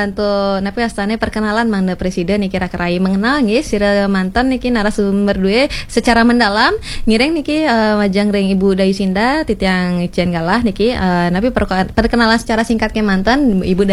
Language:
Balinese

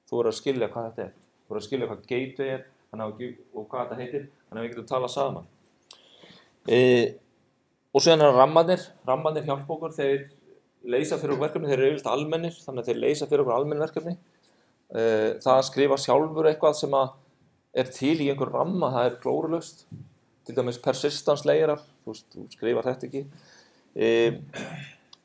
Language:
Icelandic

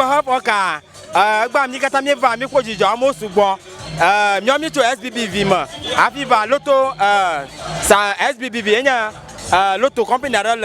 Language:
Ewe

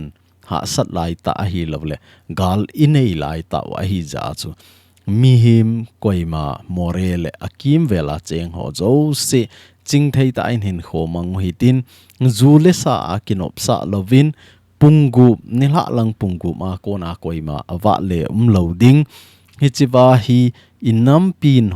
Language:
Thado Chin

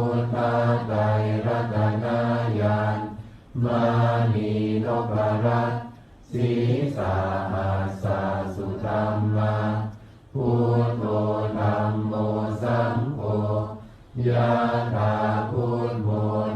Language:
Pali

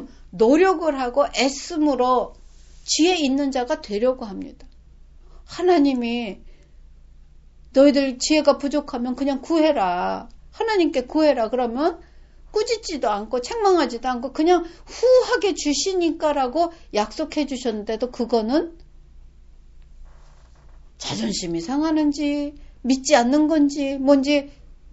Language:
Korean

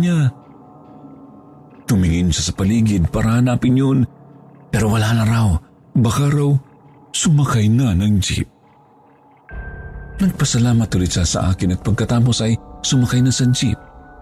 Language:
Filipino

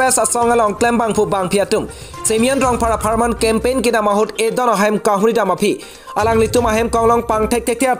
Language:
Karbi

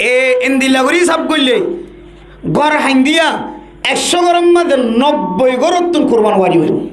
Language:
Rohingya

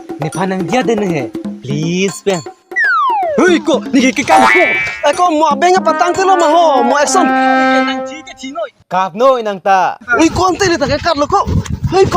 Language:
Karbi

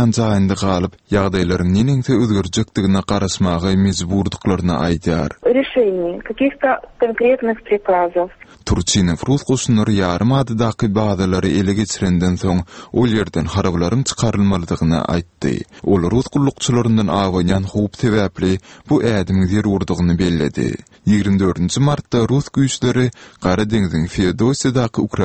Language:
Turkmen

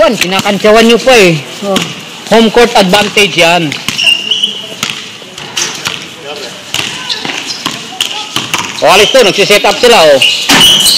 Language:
Filipino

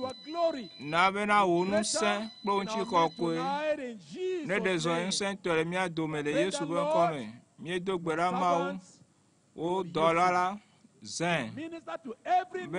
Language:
Ewe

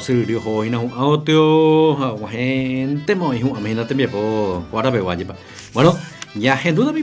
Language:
Guarani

